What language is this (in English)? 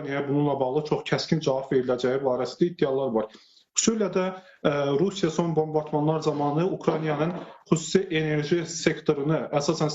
Azerbaijani